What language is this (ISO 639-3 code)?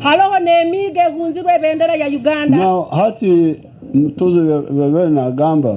nyn